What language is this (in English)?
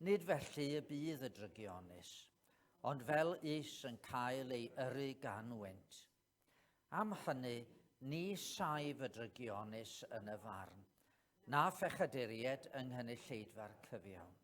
Welsh